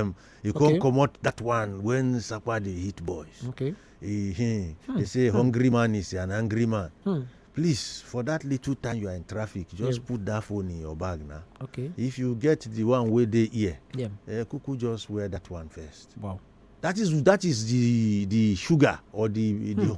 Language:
Nigerian Pidgin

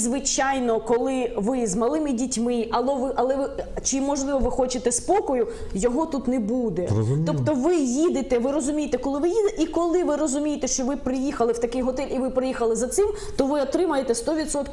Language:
Ukrainian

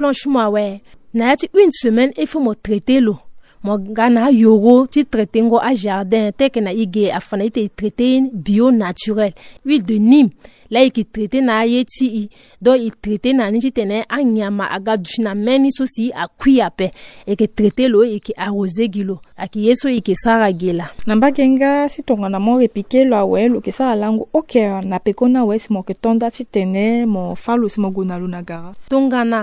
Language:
Sango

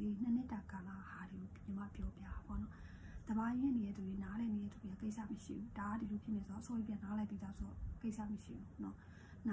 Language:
Burmese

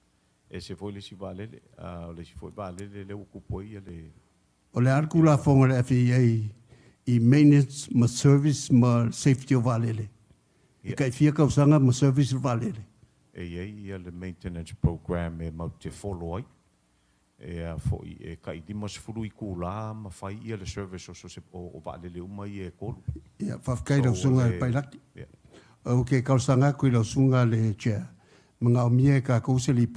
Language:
Samoan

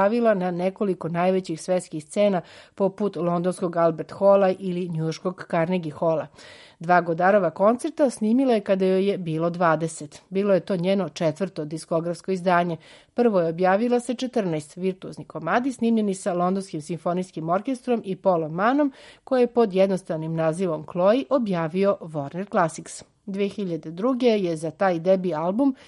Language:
Serbian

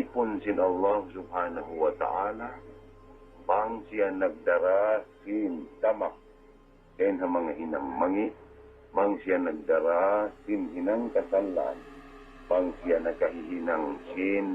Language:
Tausug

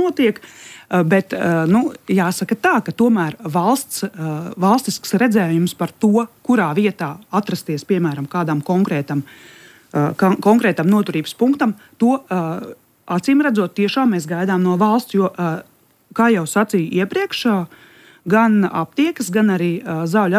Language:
Latvian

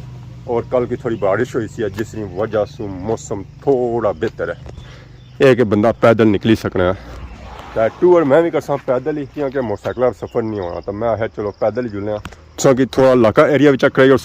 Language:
Pahari-Potwari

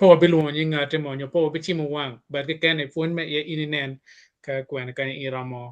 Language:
Acoli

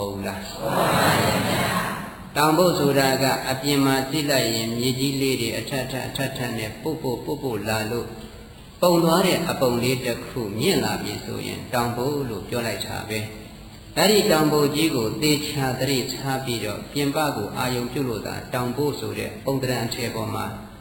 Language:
Burmese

